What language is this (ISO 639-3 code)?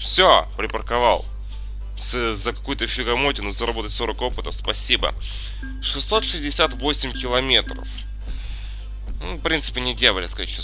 rus